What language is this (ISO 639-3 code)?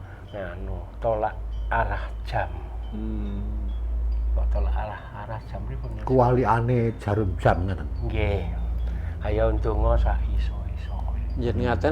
jav